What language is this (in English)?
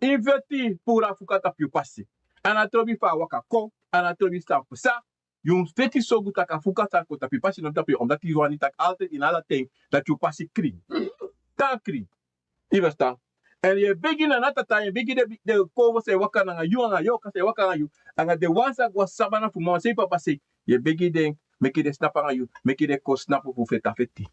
Sranan Tongo